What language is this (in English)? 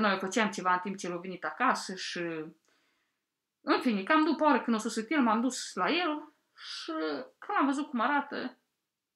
Romanian